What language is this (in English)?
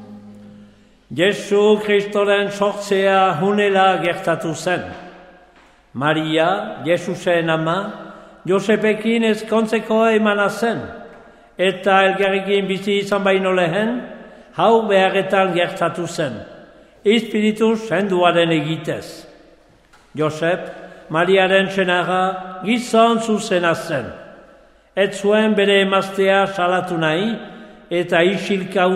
Basque